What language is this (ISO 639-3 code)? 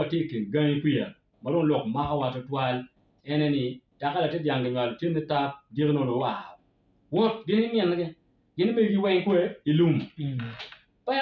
ach